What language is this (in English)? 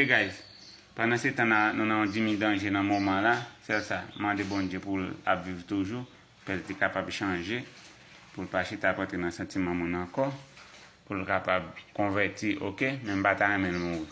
Haitian Creole